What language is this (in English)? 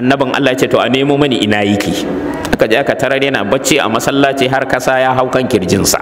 Hausa